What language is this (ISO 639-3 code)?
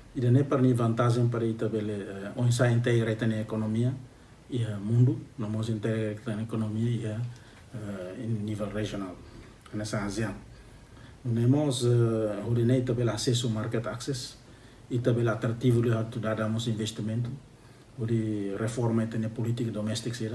tet